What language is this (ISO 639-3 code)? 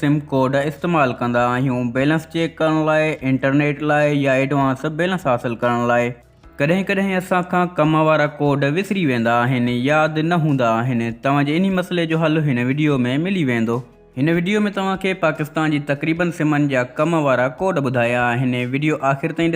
snd